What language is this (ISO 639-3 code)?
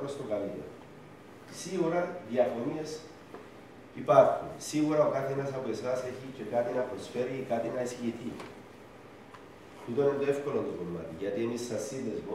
ell